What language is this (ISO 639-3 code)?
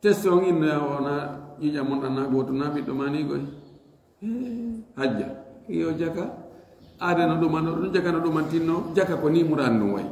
ful